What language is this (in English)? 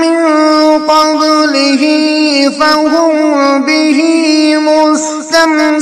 Kashmiri